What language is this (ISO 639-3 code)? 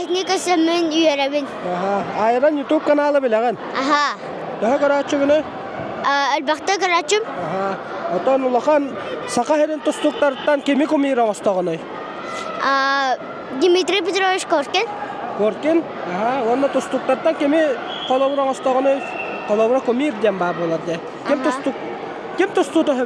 sah